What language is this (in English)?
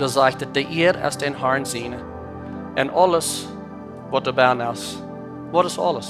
Plautdietsch